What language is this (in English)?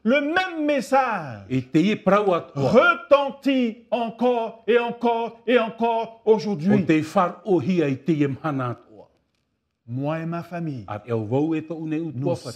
Tahitian